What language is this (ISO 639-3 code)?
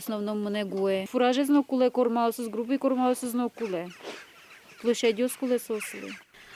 udm